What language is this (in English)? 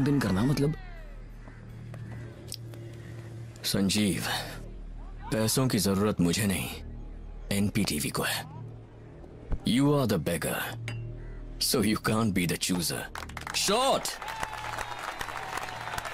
Hindi